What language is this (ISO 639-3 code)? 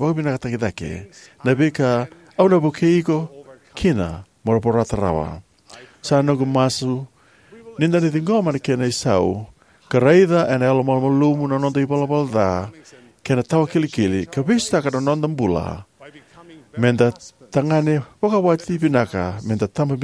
fij